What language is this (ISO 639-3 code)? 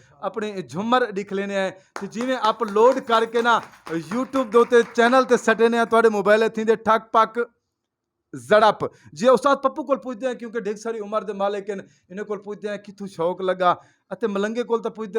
skr